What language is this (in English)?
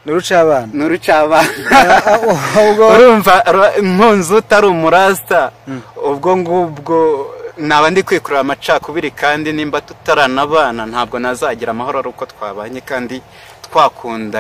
Kinyarwanda